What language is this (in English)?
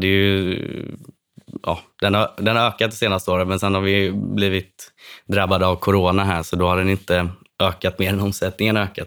Swedish